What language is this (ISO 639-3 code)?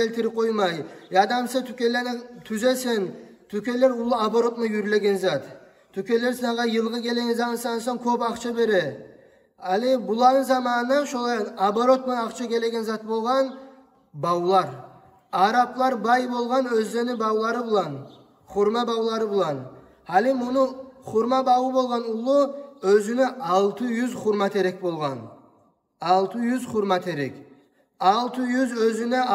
kum